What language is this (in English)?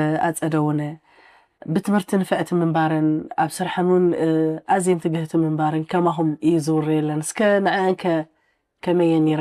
Tigrinya